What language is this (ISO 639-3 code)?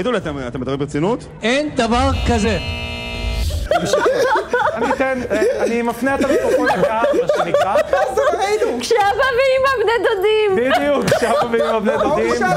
heb